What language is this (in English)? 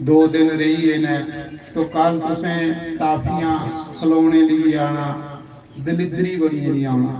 Dogri